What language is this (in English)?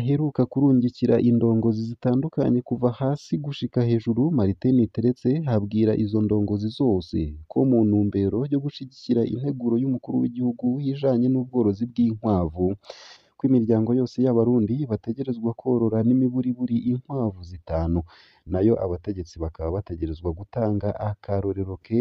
Rundi